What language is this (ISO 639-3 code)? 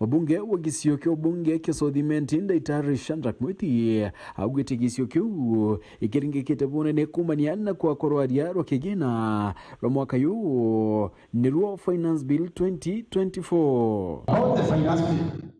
mer